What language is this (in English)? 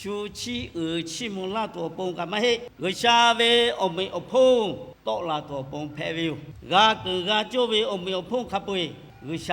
Lahu